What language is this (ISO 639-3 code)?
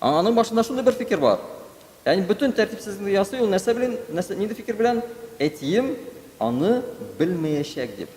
tat